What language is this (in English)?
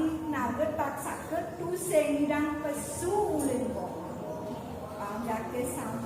Balinese